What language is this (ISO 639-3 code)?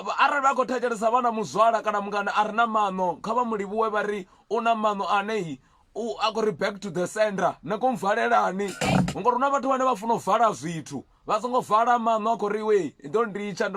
ven